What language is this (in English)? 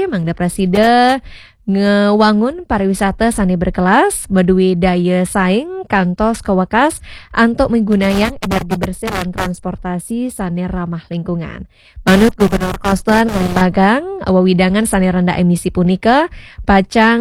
Balinese